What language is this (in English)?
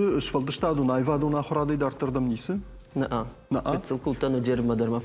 Ossetic